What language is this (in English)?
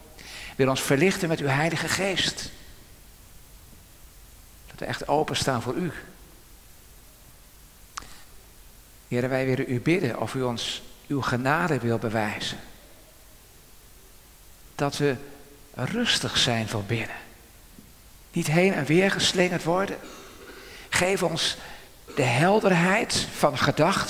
Dutch